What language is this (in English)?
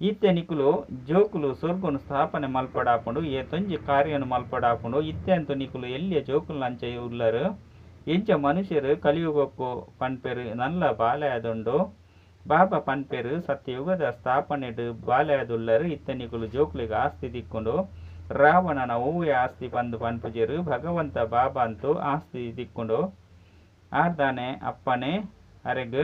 Tulu